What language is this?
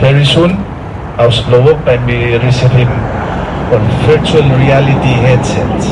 Bislama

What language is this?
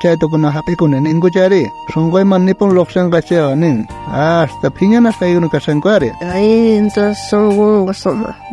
South Bolivian Quechua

